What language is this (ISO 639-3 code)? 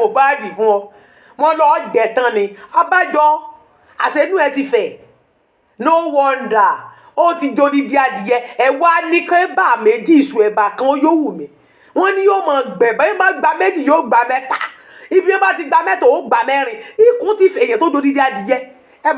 yor